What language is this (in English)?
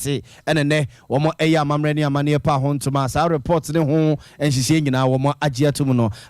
Akan